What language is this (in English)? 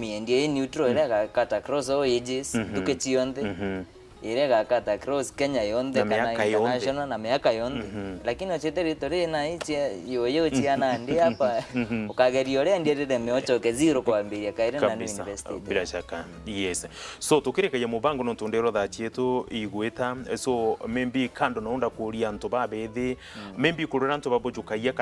Meru